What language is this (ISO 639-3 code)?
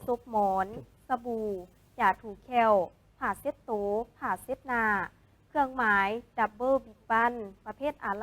lao